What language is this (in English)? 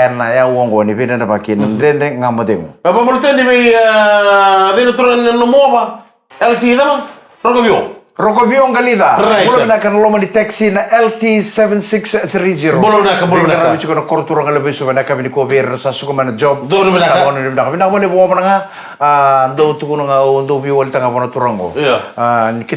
Fijian